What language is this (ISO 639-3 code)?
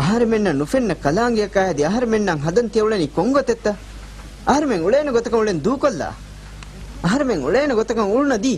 div